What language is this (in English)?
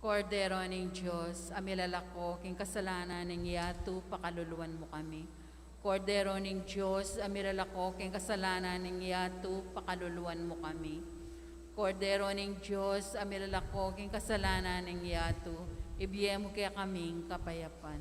Pampanga